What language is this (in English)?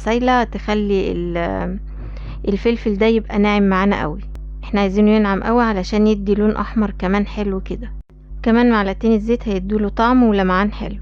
Egyptian Arabic